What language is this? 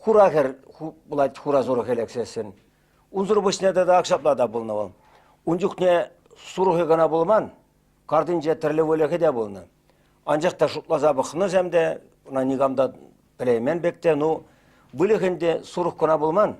Chuvash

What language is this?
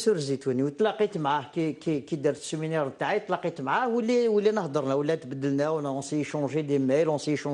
Kabyle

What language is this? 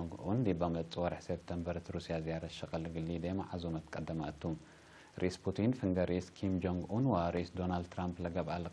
Tigre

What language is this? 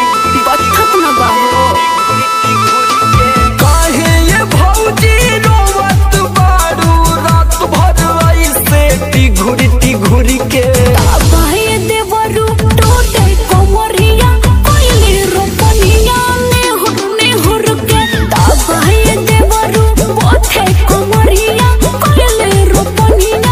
Bhojpuri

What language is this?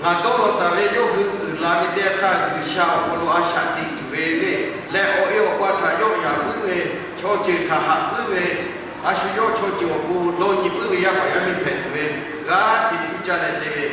Lahu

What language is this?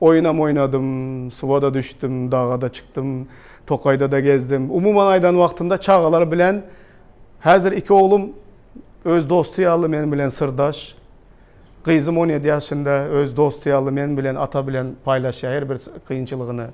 Turkmen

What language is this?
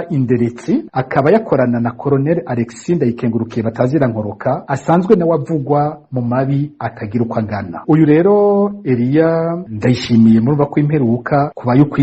Rundi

